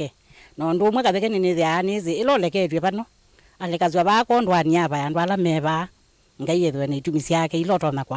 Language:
Kamba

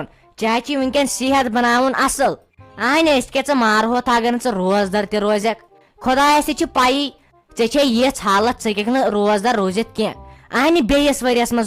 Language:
Kashmiri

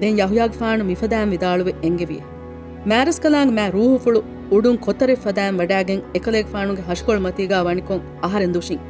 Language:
Divehi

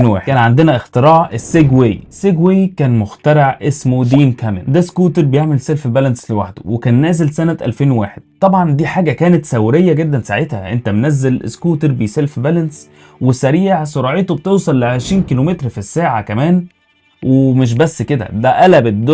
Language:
Egyptian Arabic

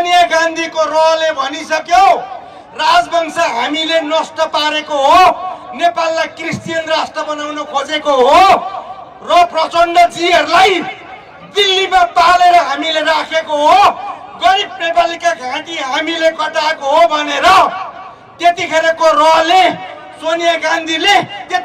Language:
Nepali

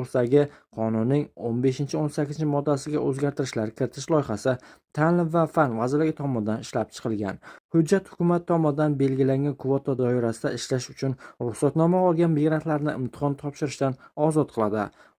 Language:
Uzbek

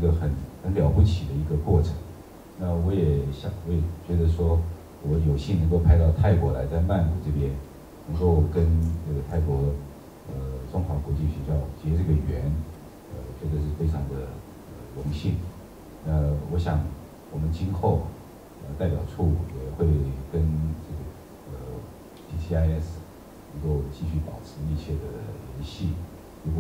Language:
Chinese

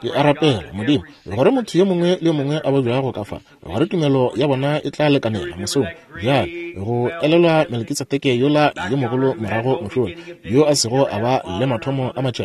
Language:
Northern Sotho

